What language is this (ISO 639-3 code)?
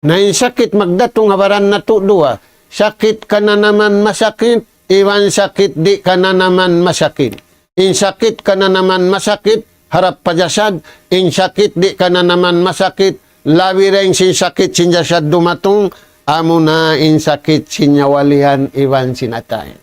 tsg